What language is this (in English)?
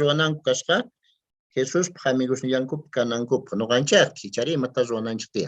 Quechua